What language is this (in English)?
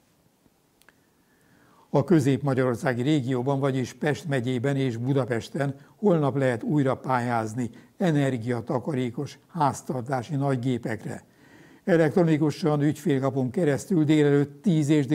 Hungarian